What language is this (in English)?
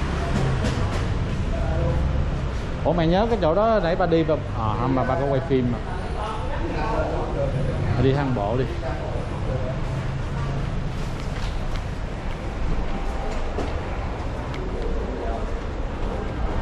Vietnamese